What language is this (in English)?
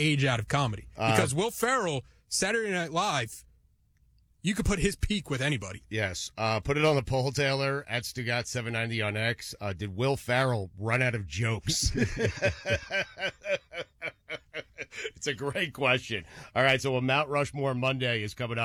English